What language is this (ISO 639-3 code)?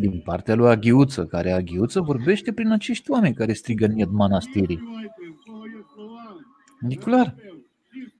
ron